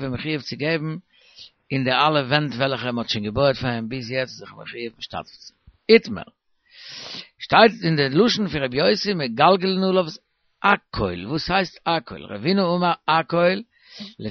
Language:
Yiddish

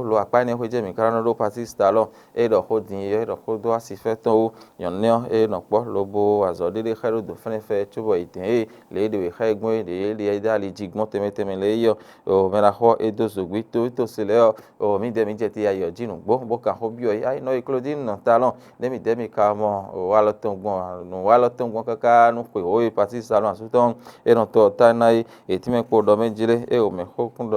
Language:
Fon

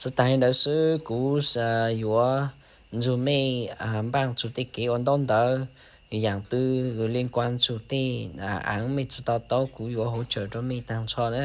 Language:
Hmong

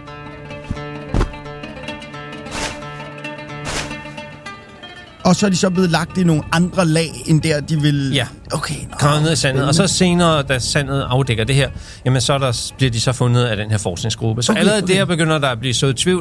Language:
Danish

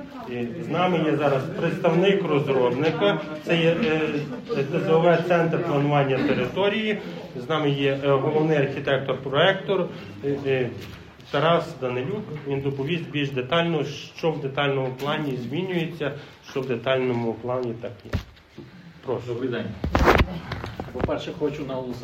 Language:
Ukrainian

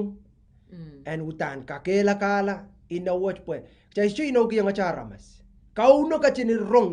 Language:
Pohnpeian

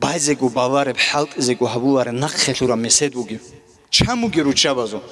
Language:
Avaric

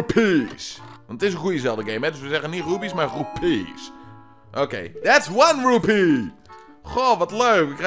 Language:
Dutch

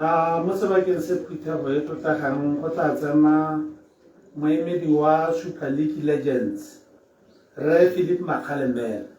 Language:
Tswana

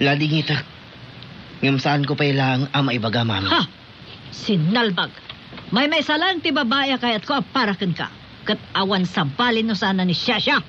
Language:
Iloko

